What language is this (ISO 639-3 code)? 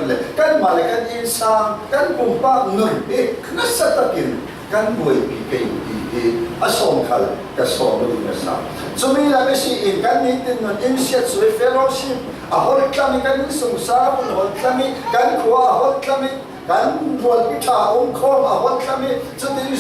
cfm